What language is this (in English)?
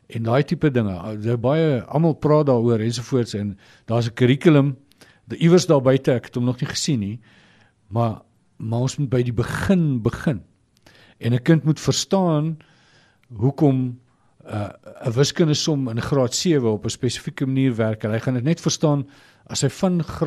Afrikaans